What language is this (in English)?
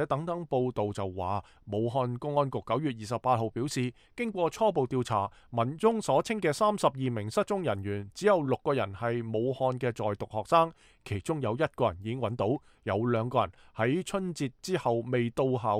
Cantonese